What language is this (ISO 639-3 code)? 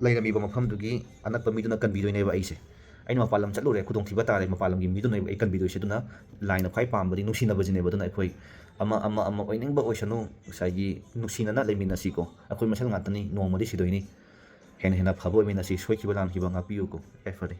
mni